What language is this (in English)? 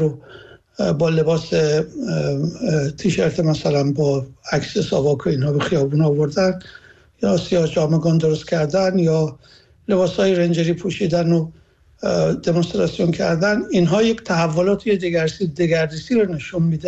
Persian